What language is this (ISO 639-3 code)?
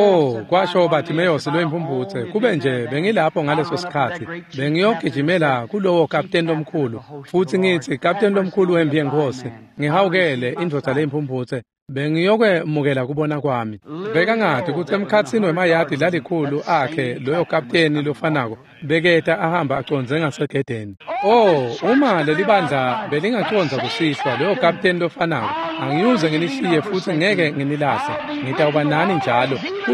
ssw